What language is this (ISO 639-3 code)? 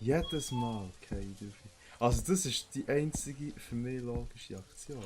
gsw